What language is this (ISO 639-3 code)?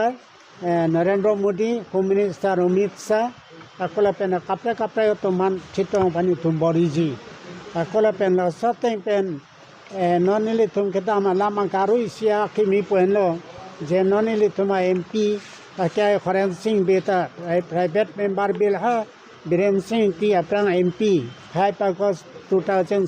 mjw